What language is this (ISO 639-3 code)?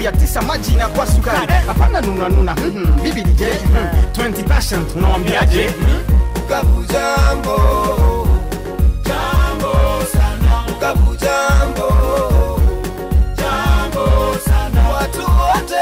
swa